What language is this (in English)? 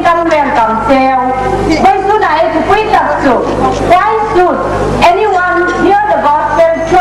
Hmar